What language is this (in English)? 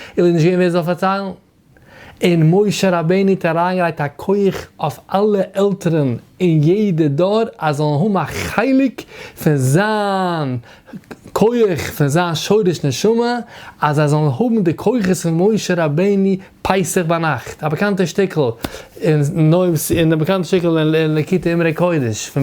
Yiddish